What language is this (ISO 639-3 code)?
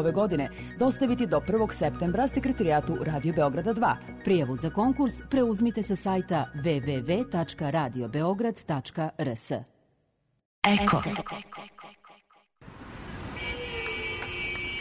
srp